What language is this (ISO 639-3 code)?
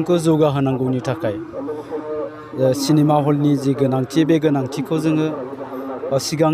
brx